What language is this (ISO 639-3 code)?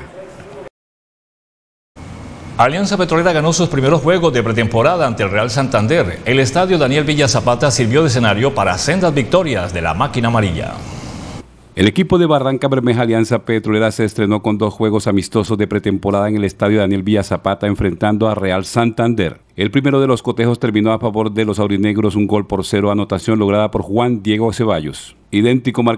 spa